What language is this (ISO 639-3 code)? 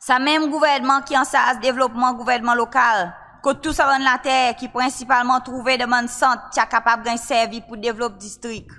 crs